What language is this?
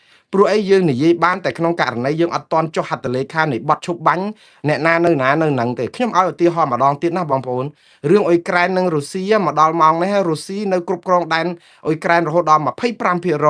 Khmer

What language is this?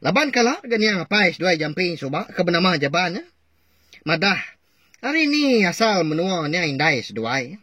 Iban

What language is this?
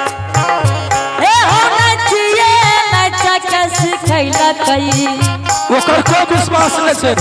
Angika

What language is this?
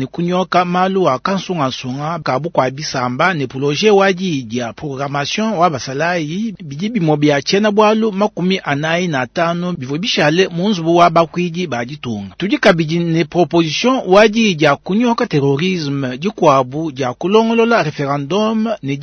Luba-Lulua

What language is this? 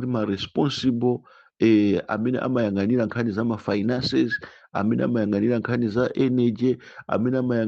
Nyanja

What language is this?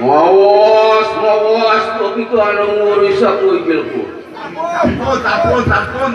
Balinese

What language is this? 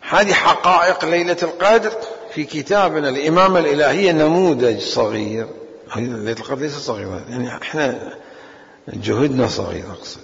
Mesopotamian Arabic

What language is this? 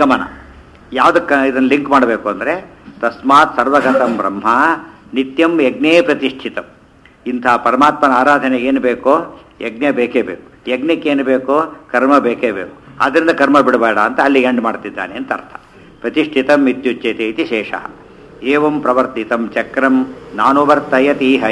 Kannada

